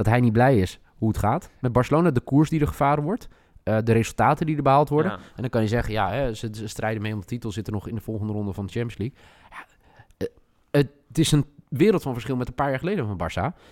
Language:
Dutch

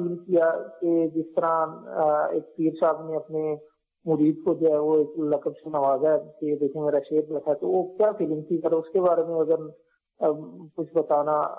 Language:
Urdu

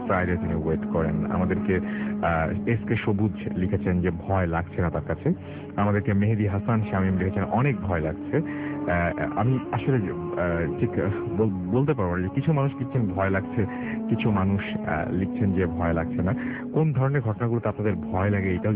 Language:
Bangla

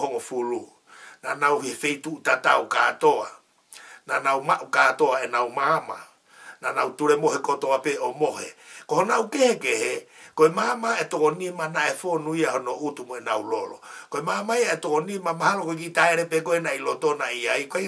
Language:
Tongan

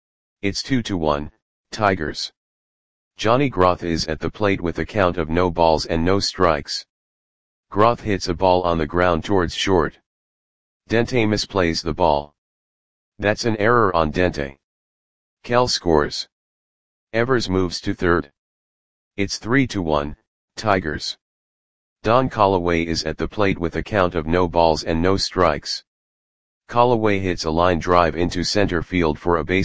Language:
English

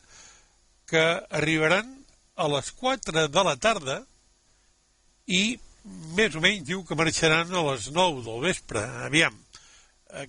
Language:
Catalan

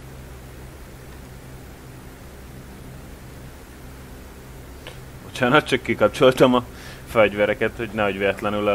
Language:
Hungarian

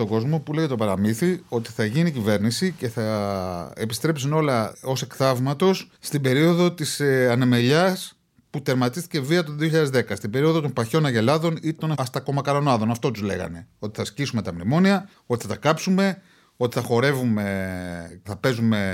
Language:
Greek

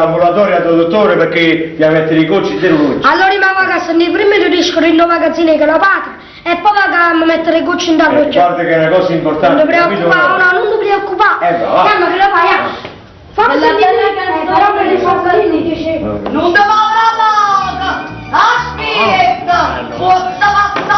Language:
Neapolitan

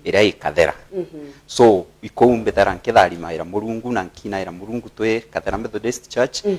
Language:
Meru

